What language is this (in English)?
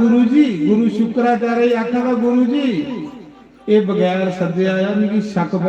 Dogri